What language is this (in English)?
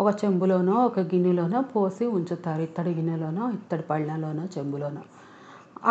Telugu